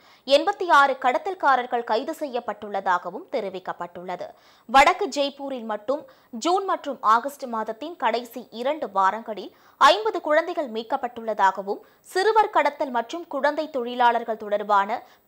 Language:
Tamil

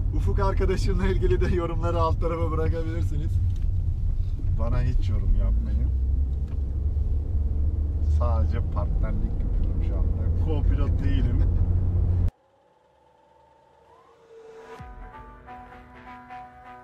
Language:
Turkish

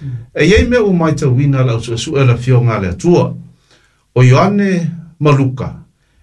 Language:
Samoan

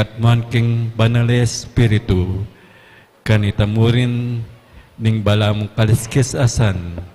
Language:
Pampanga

